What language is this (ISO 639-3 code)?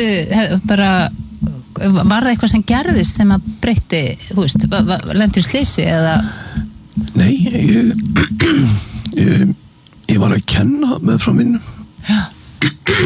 isl